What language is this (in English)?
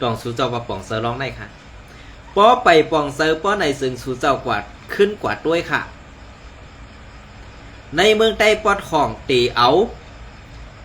Shan